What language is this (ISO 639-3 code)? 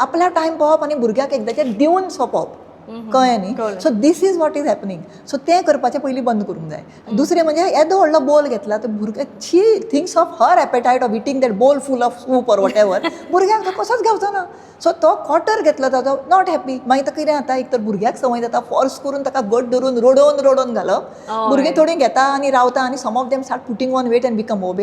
kok